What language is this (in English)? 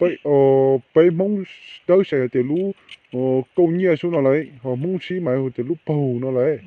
Hmong